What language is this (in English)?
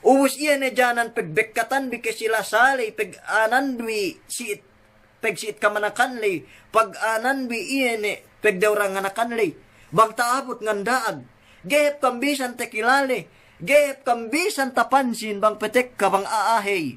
Yakan